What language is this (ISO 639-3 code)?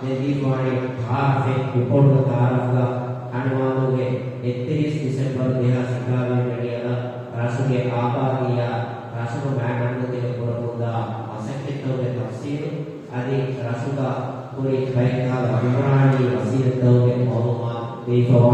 div